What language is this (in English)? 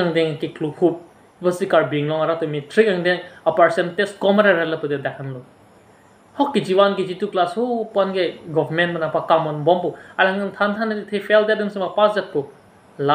Karbi